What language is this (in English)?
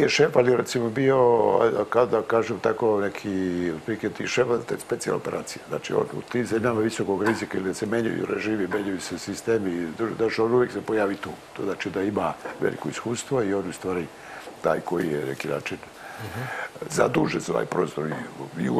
Serbian